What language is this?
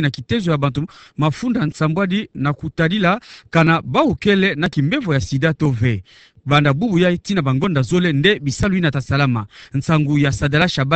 Kituba (Democratic Republic of Congo)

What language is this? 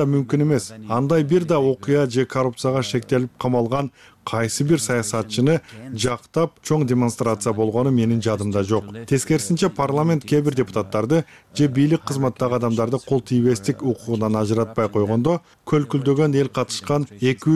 Kyrgyz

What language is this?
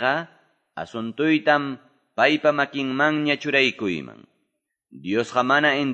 Quechua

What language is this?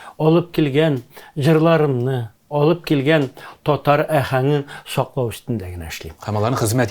Tatar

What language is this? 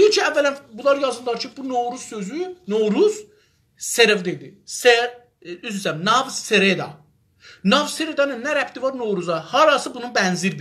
South Azerbaijani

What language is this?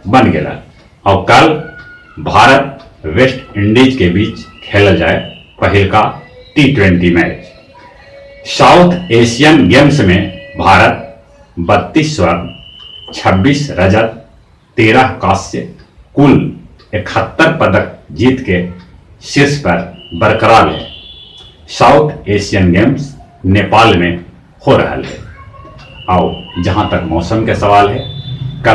Magahi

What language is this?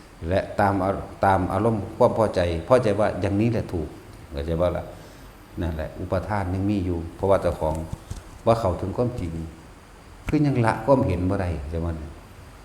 Northeastern Thai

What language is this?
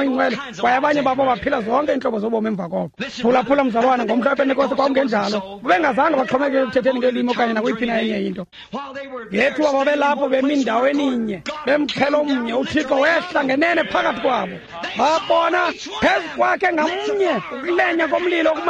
Xhosa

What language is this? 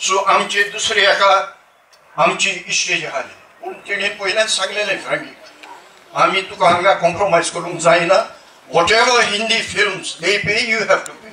Konkani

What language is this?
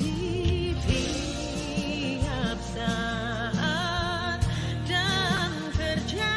Batak Simalungun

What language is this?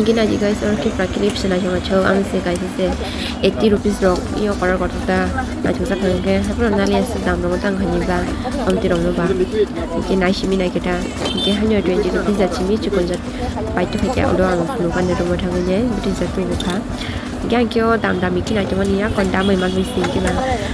Kok Borok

